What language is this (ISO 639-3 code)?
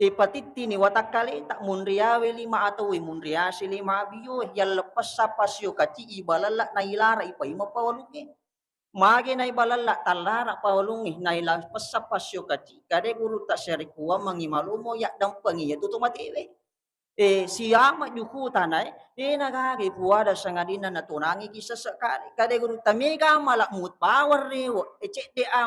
bug